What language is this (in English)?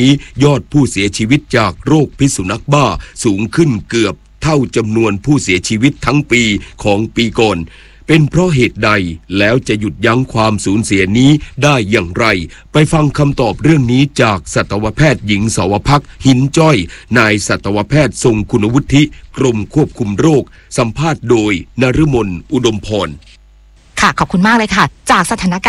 Thai